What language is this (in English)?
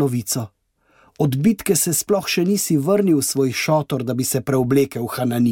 Slovenian